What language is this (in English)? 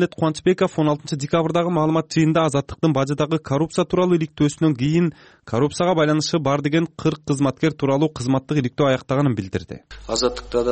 Kyrgyz